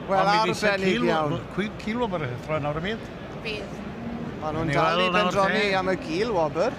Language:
Welsh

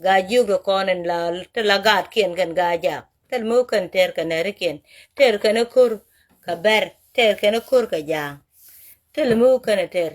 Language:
Nuer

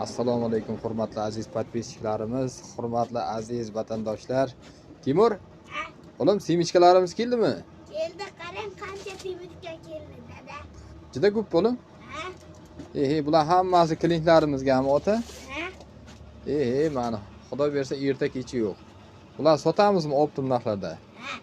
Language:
Uzbek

